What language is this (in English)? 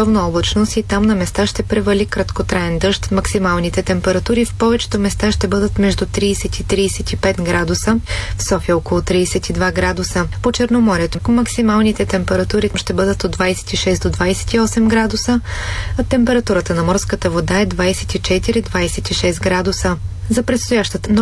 Bulgarian